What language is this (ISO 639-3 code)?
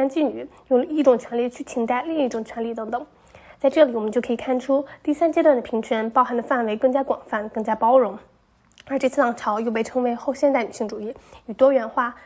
zho